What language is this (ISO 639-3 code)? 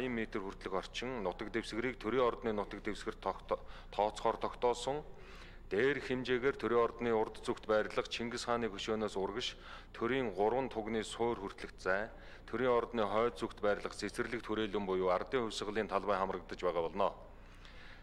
mon